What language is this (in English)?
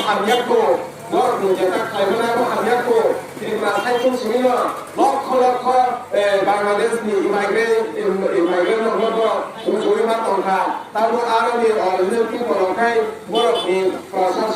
Kok Borok